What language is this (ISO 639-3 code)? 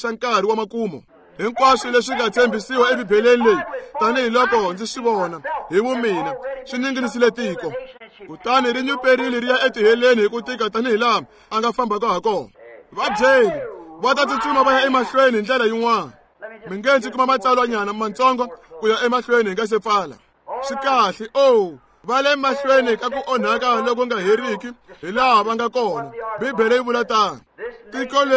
tso